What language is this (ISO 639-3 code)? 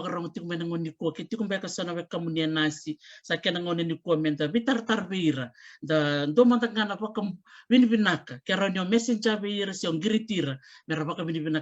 fij